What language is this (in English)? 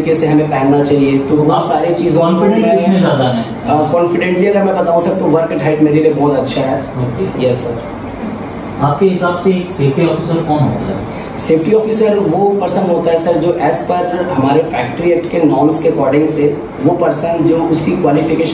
Hindi